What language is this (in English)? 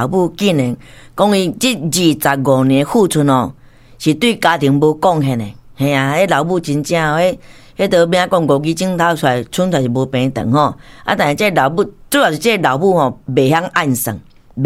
Min Nan Chinese